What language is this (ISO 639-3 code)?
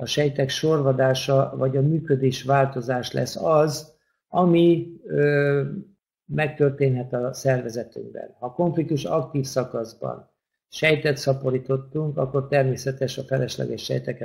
hun